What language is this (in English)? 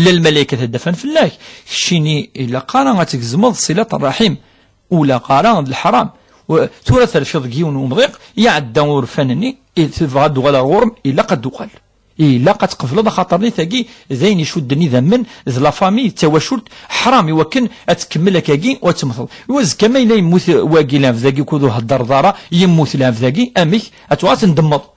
Kabyle